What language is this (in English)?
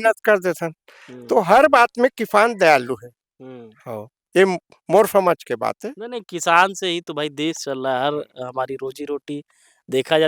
Chhattisgarhi